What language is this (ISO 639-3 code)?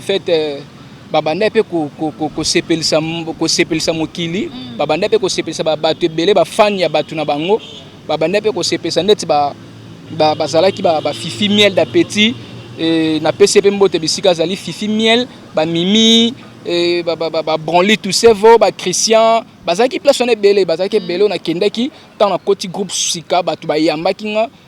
lin